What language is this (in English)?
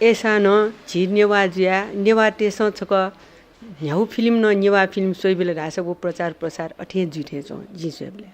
Newari